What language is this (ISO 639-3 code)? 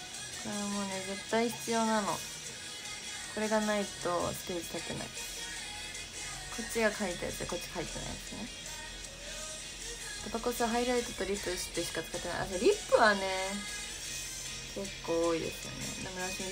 jpn